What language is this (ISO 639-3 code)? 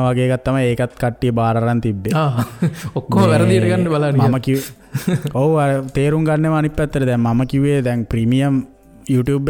sin